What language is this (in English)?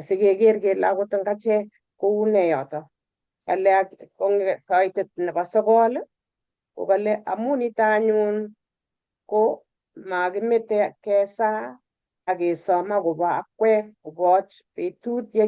Kalenjin